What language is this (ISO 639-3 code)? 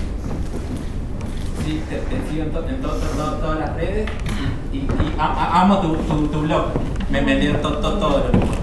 spa